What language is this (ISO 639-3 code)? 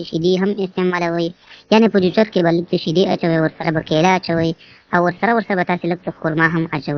pus